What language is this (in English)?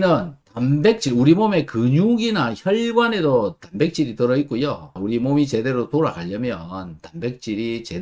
Korean